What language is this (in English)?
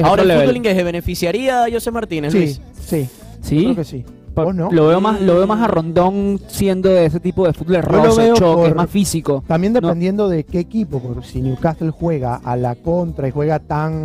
Spanish